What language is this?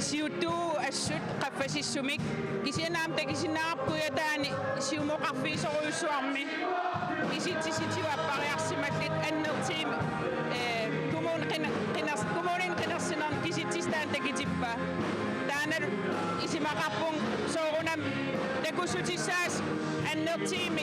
Kalaallisut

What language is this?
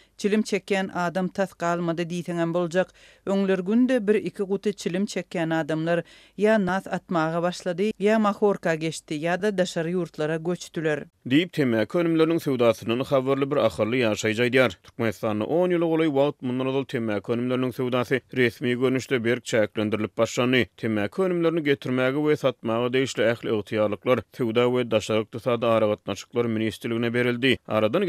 Turkmen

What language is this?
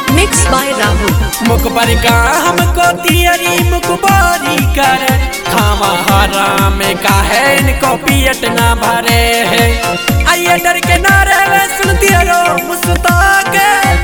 Bhojpuri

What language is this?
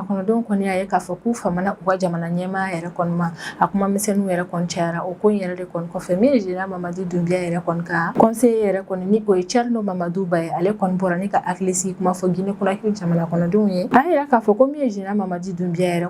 Bambara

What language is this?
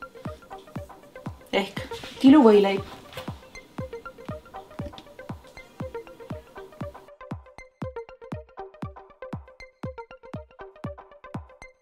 Estonian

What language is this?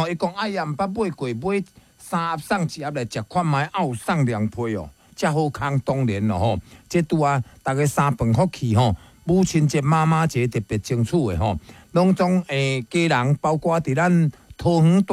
Min Nan Chinese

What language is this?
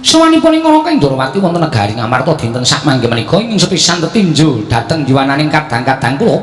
Javanese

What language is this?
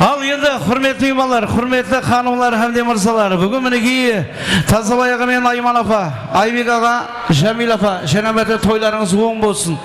Kara-Kalpak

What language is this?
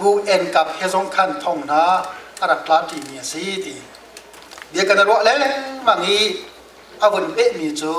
Hakha Chin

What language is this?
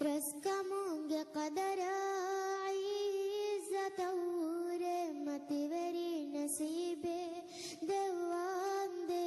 Divehi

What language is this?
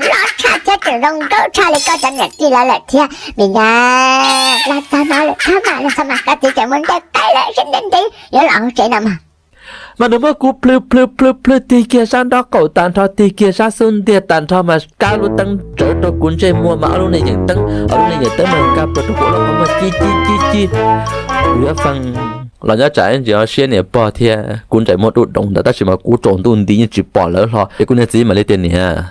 Hmong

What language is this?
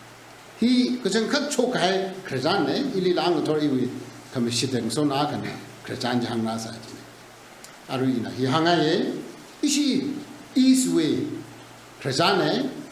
Tangkhul Naga (India)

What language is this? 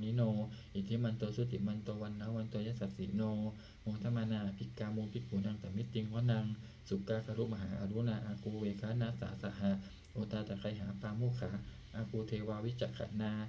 Pali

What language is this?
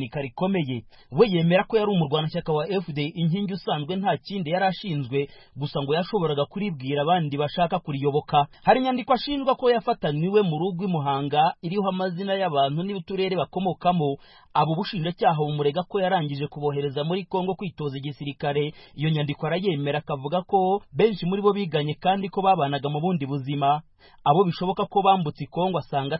Kinyarwanda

